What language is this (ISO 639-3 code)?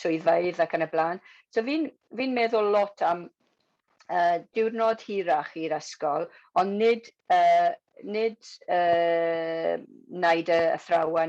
cym